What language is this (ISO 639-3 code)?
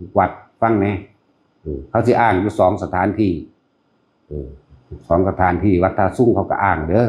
tts